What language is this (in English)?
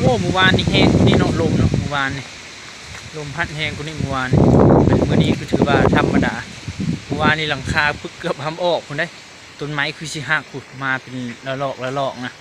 Lao